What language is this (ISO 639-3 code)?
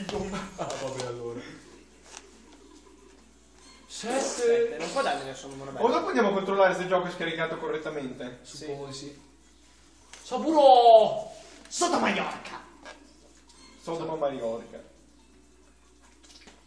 ita